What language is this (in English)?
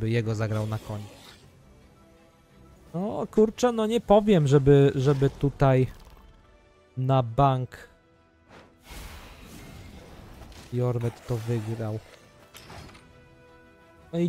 Polish